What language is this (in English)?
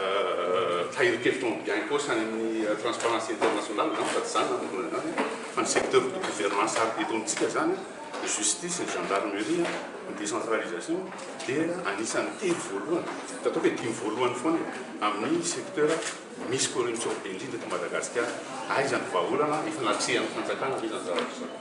Malagasy